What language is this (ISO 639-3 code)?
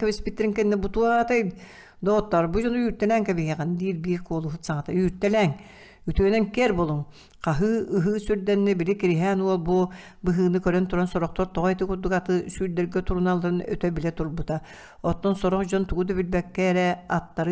sah